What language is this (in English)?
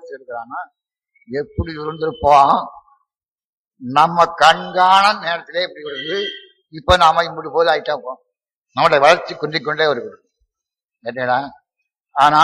Tamil